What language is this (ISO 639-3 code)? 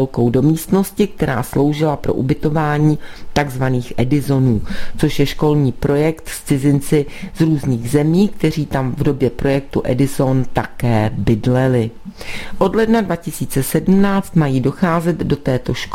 ces